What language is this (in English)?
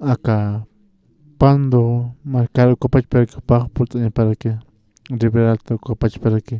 Aymara